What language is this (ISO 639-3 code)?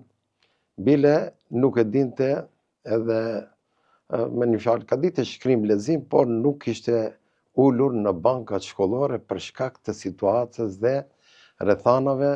sqi